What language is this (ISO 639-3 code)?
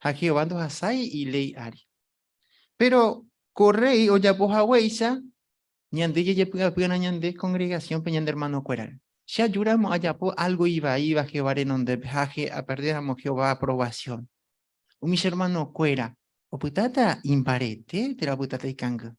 grn